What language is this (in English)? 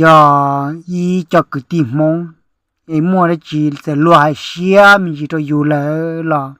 Hmong